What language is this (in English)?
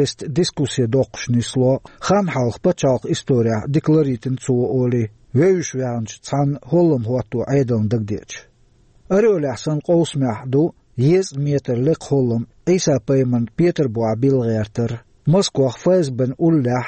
Chechen